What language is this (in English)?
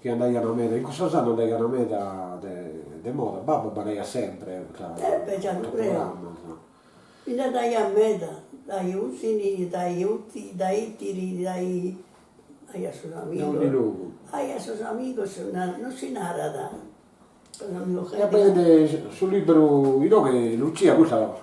Sardinian